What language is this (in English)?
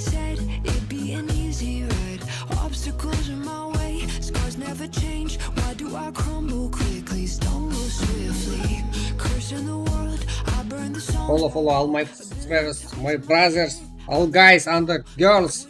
Kara-Kalpak